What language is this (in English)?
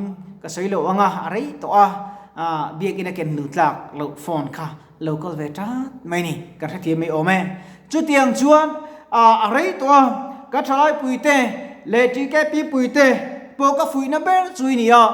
Mizo